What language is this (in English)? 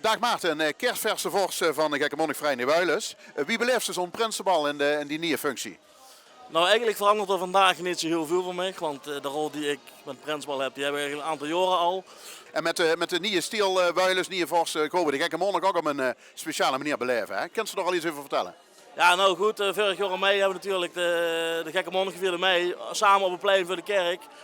Limburgish